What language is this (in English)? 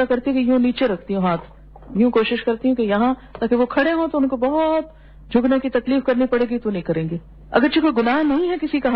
Urdu